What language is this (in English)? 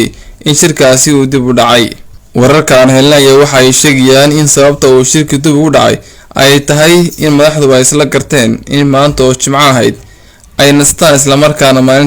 Somali